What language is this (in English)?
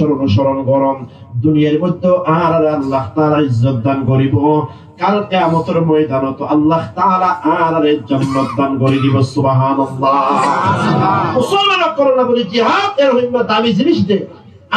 Rohingya